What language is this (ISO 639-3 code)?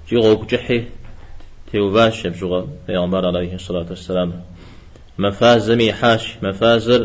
kbd